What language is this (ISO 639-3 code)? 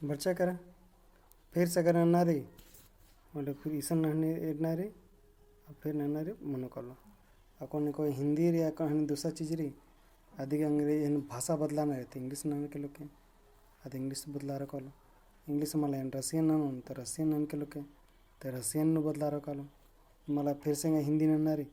kru